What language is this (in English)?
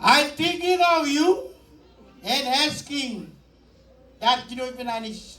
Marshallese